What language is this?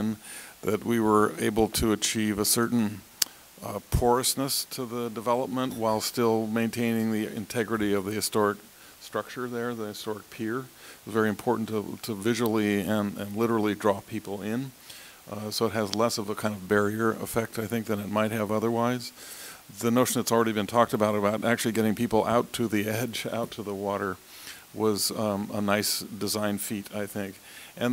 English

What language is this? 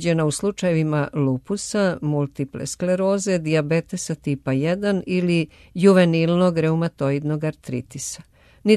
Serbian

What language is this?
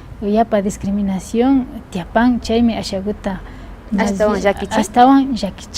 Imbabura Highland Quichua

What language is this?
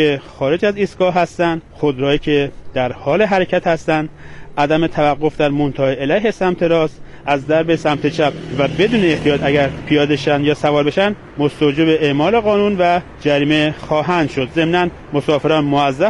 Persian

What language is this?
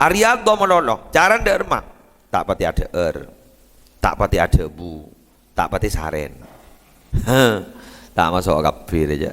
Madurese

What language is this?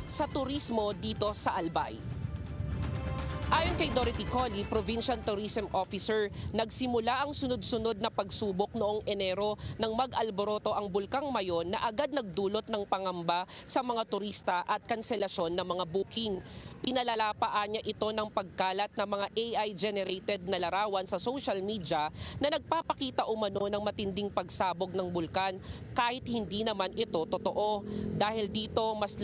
Filipino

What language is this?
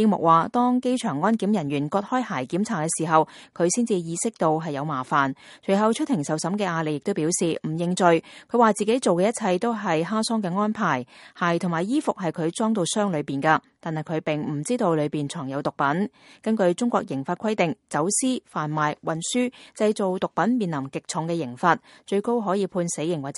Cantonese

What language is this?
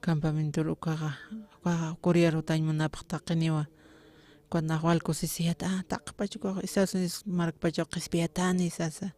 Aymara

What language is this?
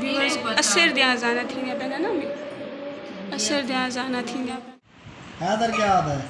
Saraiki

